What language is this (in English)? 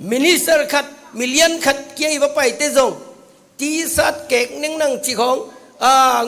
Tedim Chin